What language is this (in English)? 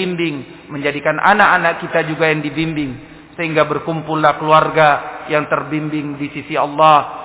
Indonesian